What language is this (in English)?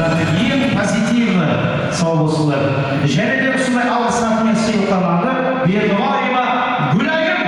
Kara-Kalpak